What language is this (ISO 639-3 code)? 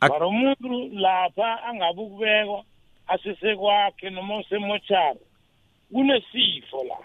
nbl